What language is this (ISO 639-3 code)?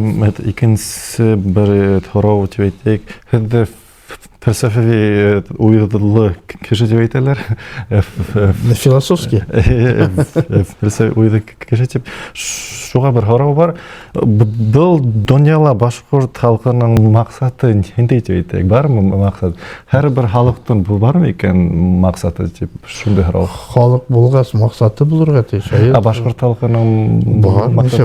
bak